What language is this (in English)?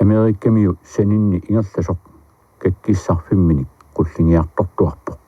Kalaallisut